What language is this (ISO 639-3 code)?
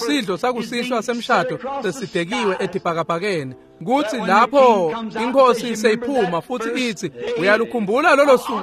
ssw